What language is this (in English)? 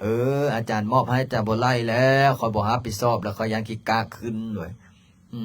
Lao